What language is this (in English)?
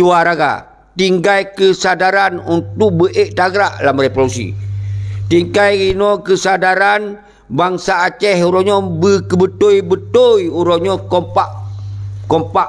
Achinese